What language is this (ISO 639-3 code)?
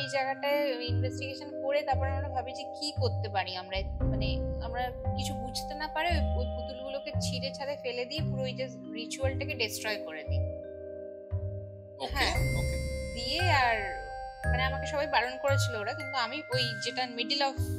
ben